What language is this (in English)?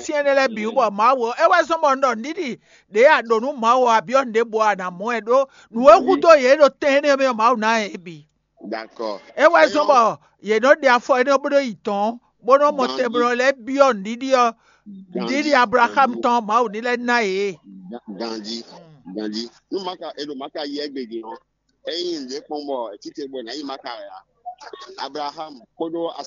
Fon